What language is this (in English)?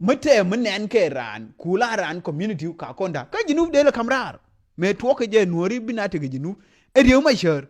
Nuer